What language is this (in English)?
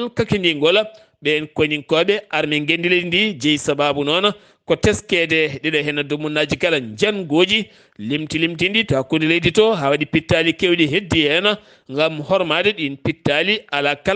Fula